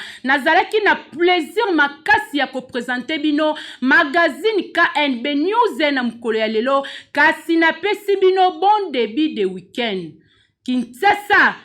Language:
Lingala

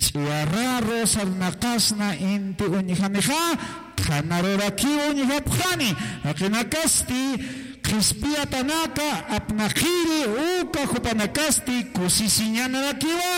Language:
Aymara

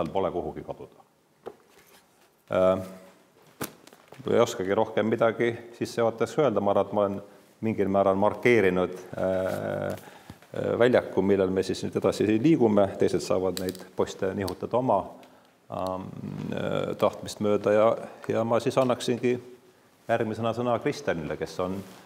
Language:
Estonian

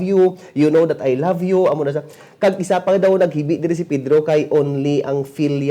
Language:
Hiligaynon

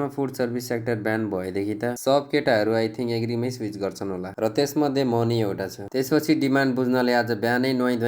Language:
Nepali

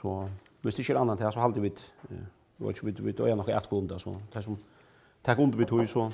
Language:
Faroese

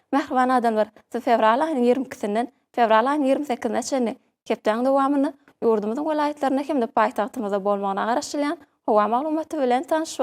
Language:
Turkmen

